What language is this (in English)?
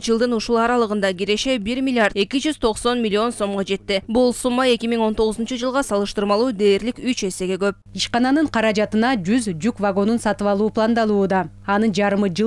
Kyrgyz